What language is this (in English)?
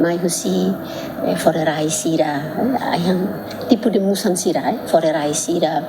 Tetum